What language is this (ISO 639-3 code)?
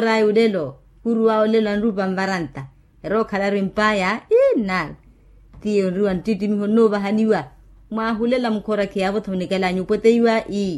vmw